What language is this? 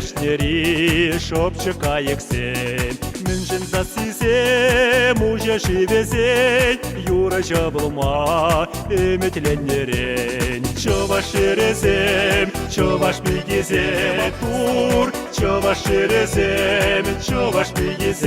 Chuvash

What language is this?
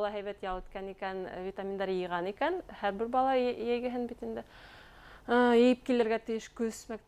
Bashkir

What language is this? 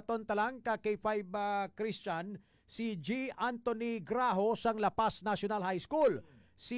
Hiligaynon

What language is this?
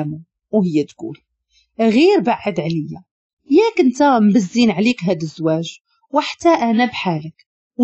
Moroccan Arabic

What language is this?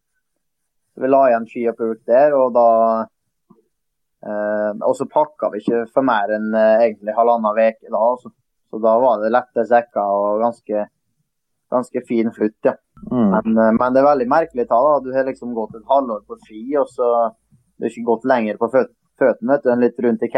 Norwegian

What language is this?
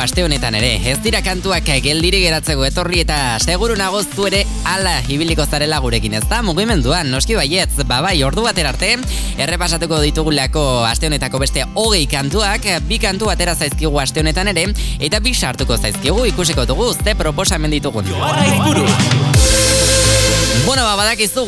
Basque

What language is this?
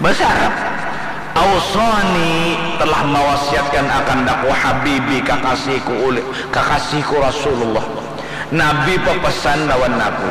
Banjar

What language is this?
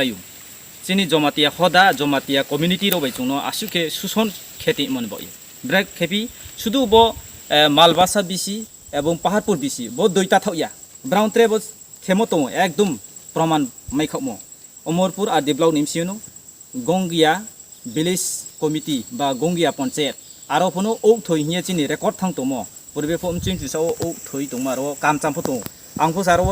Riang (India)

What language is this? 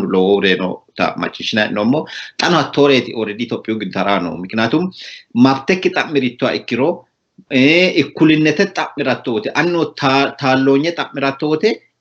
Sidamo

